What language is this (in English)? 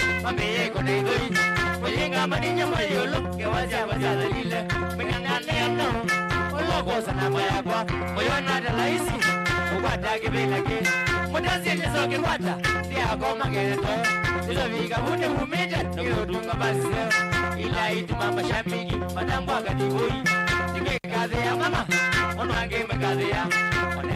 Kamba